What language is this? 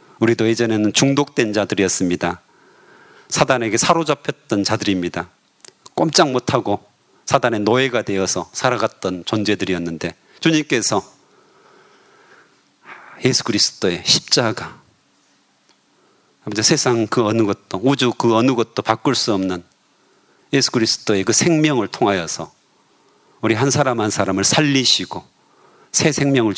Korean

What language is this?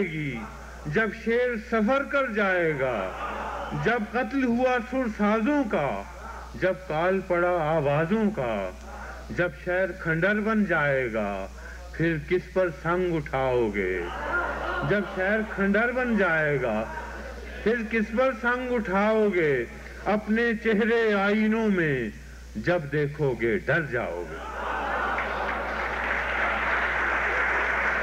Urdu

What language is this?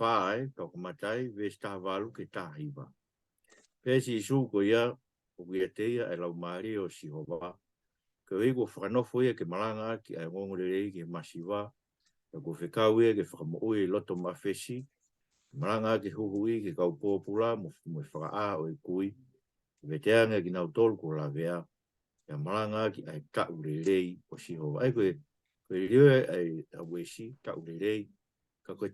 Tongan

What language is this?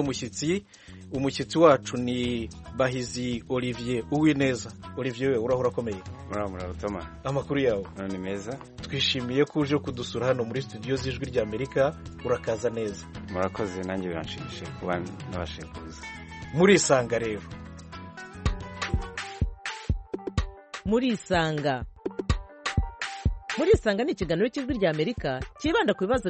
Kinyarwanda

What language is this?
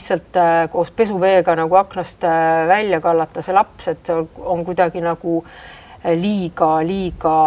Estonian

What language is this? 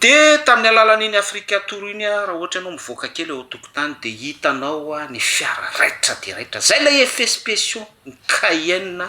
Malagasy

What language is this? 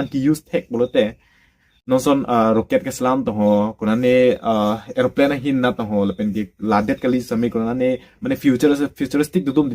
Karbi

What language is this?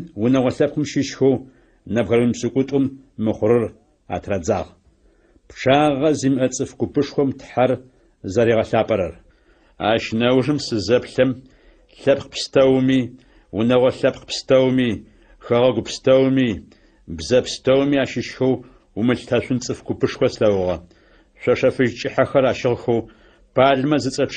Adyghe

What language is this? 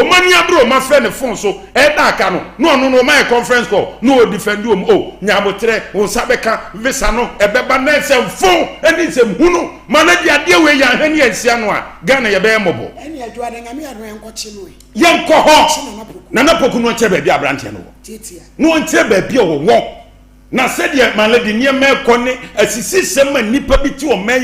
Akan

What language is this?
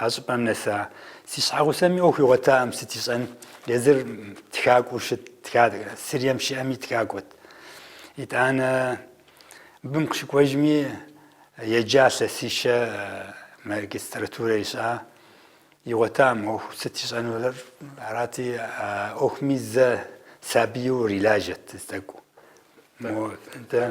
Kabardian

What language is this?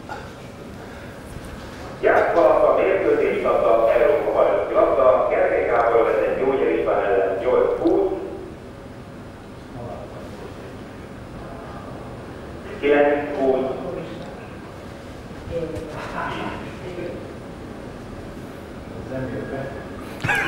Hungarian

